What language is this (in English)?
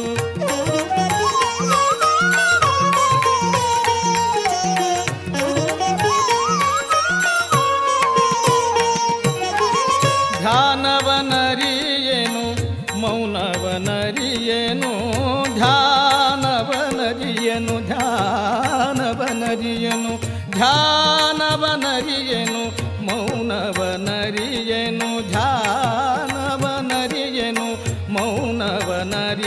Kannada